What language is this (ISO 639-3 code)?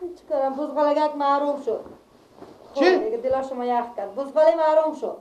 fas